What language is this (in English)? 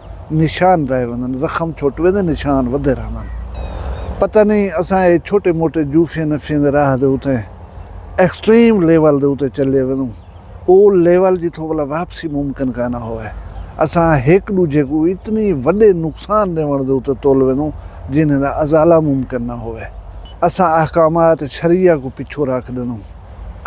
Saraiki